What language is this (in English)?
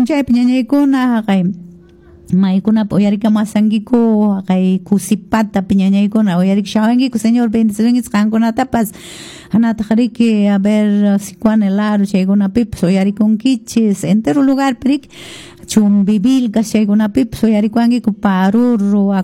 Quechua